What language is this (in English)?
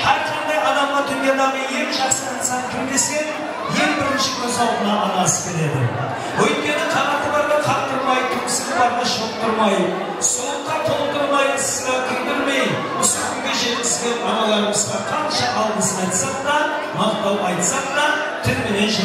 Kara-Kalpak